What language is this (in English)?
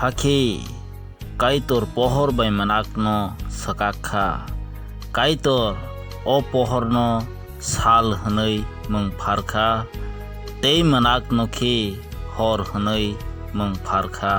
Kok Borok